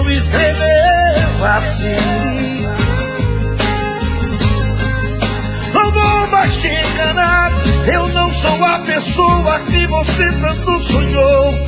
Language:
Portuguese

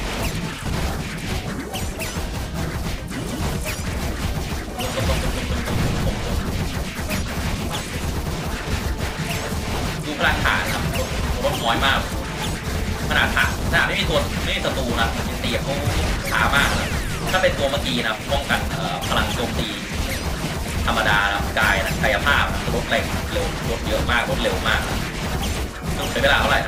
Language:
Thai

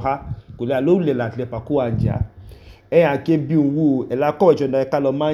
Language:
Idoma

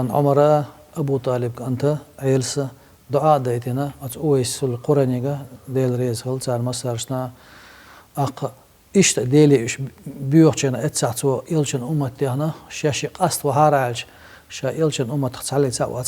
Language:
Chechen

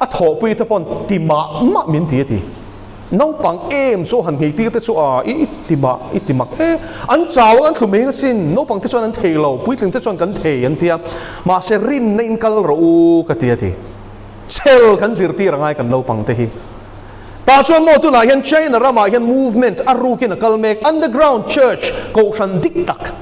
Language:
Mizo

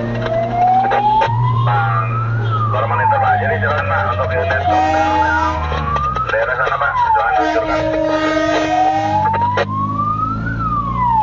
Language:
Indonesian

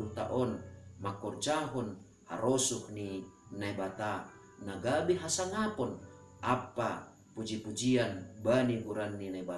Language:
Batak Simalungun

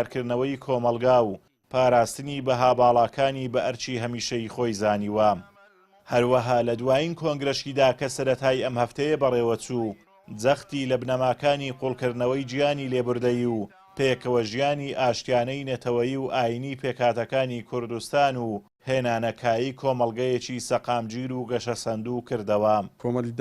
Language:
Central Kurdish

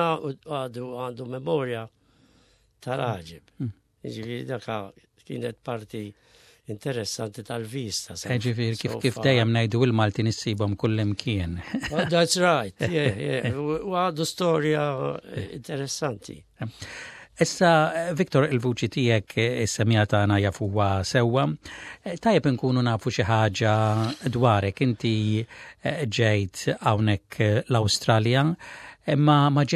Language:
Maltese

